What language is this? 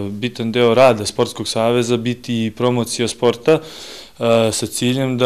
Serbian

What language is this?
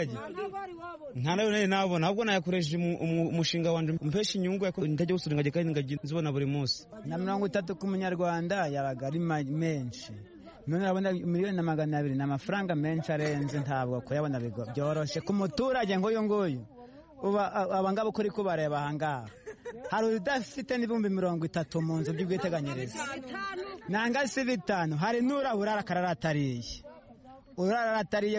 Kinyarwanda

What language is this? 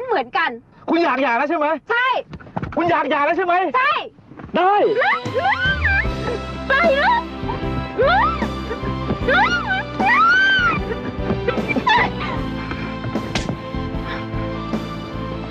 Thai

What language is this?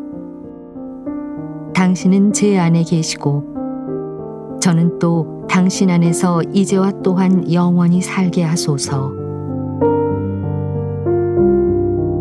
Korean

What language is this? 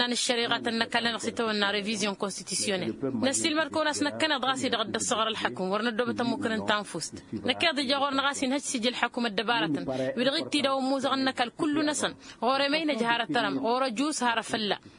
Tamasheq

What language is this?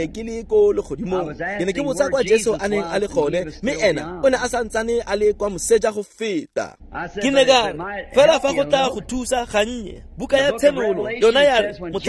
Tswana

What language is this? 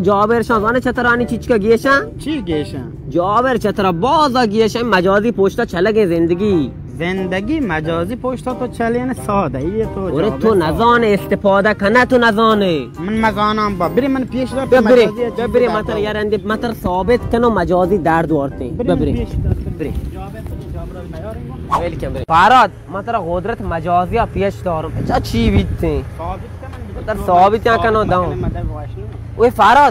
Baluchi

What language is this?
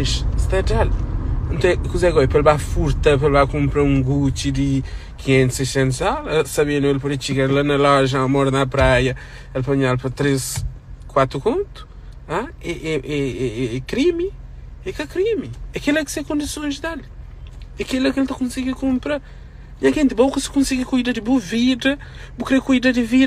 Kabuverdianu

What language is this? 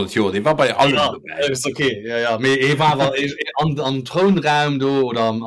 Luxembourgish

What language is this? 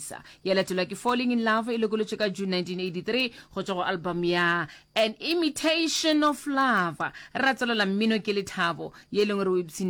Northern Sotho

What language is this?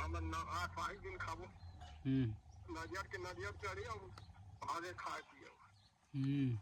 Chhattisgarhi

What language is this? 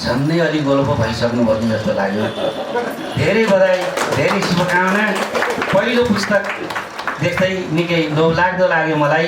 Nepali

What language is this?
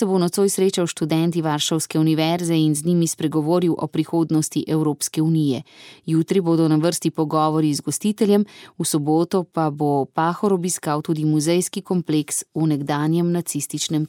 Slovenian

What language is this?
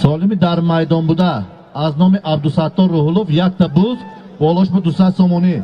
Tajik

